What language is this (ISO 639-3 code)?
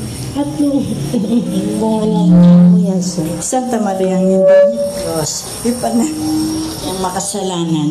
pam